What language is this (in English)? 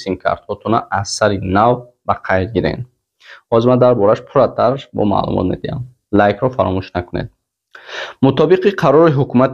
Tajik